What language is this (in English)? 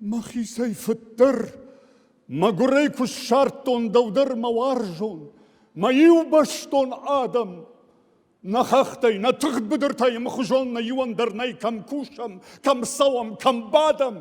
Ossetic